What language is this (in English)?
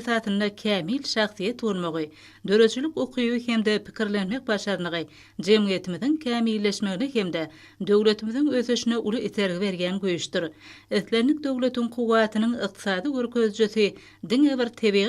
Turkmen